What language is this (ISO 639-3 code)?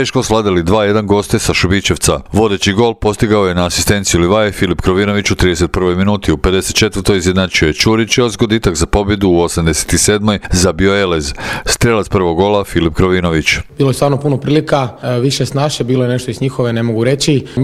hrv